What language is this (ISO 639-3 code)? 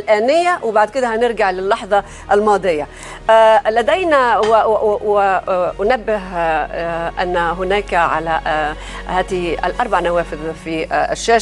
arz